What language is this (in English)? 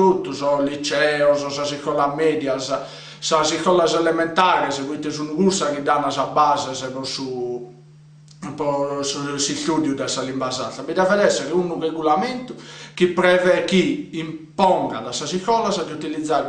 Sardinian